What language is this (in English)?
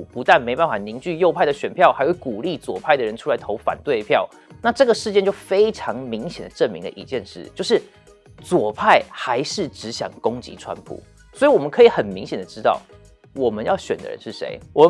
Chinese